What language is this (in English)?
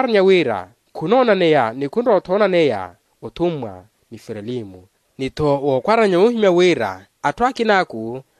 Makhuwa